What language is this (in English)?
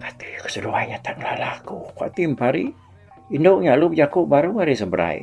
Iban